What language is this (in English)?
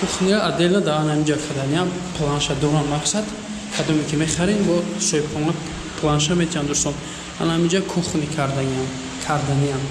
Tajik